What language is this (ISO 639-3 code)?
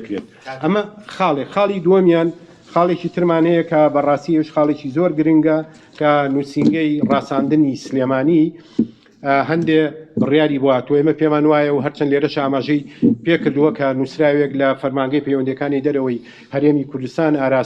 ckb